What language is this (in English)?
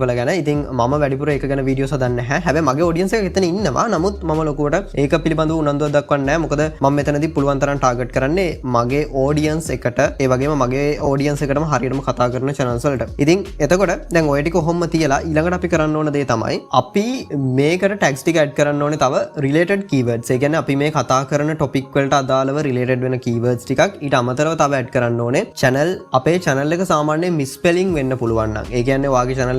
Sinhala